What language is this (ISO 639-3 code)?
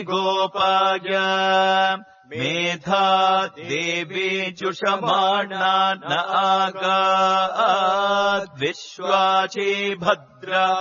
san